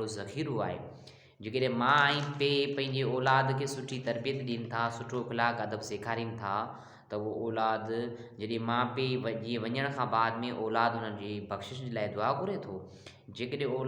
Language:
Sindhi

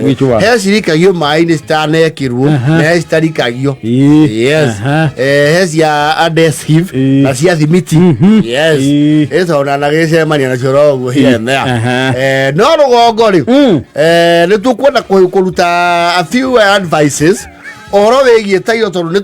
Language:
Kikuyu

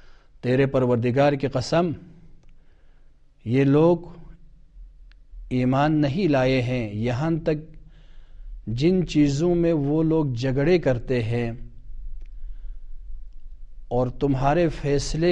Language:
Urdu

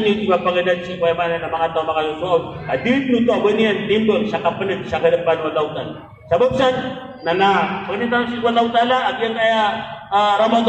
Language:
Maranao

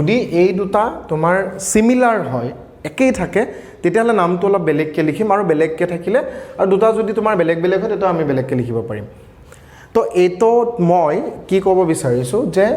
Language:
Assamese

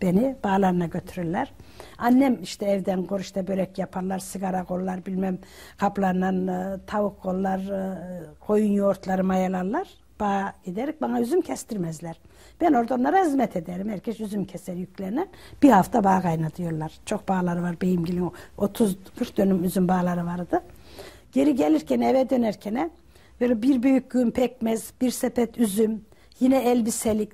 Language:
Turkish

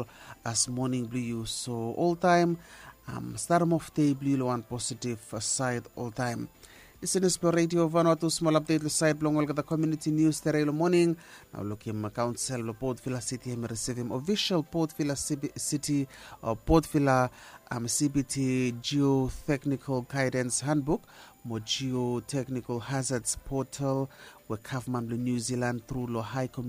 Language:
Bislama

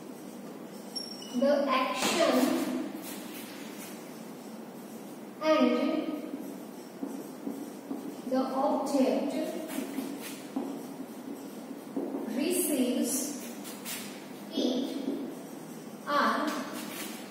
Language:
English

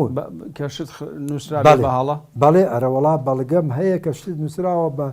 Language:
Central Kurdish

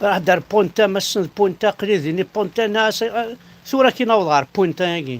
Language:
Kabyle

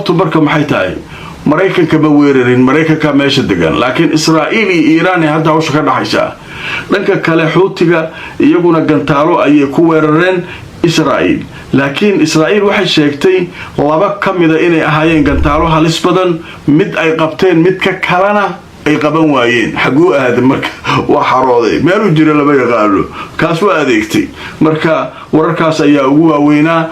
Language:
Somali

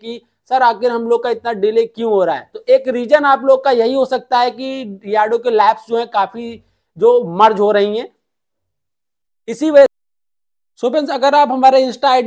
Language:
Hindi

